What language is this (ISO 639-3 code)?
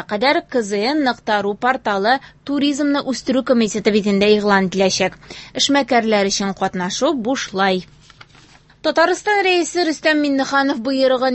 tat